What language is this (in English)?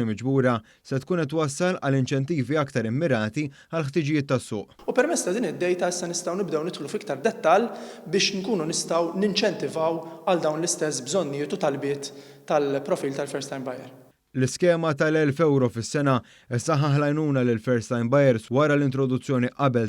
Maltese